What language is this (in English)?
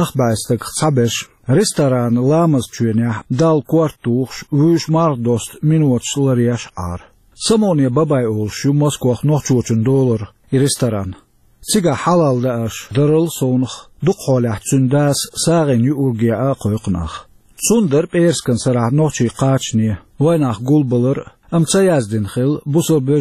Chechen